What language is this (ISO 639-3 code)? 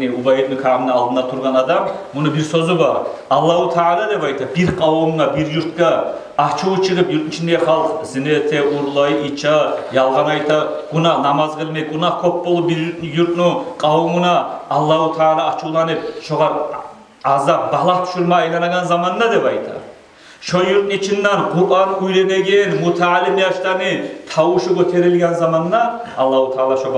kum